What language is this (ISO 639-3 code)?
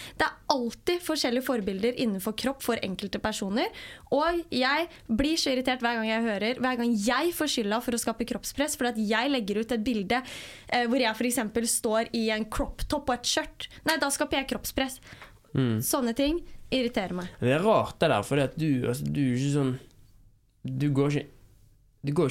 nor